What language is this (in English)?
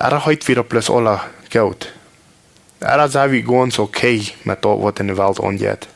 Plautdietsch